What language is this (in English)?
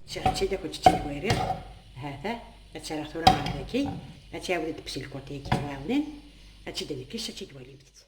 Kabyle